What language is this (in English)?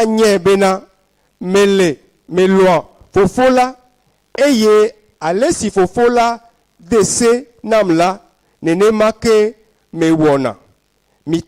Ewe